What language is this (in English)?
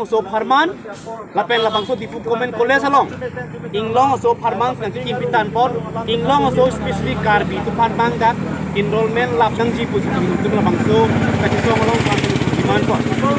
Karbi